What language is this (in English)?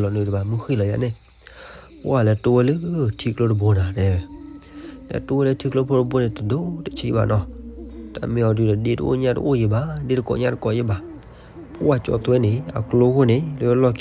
S'gaw Karen